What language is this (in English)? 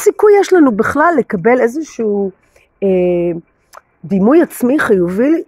Hebrew